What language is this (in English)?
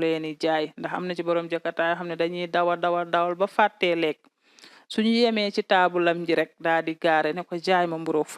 Wolof